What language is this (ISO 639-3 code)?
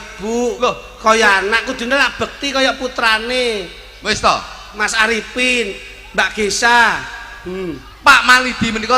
jav